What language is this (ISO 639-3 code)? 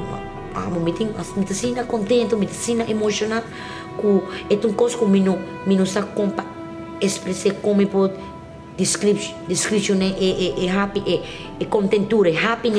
pap